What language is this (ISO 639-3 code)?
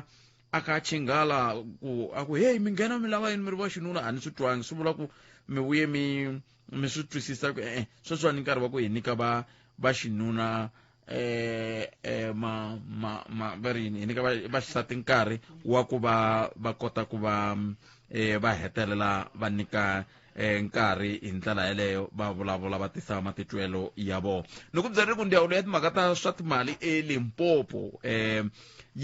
tso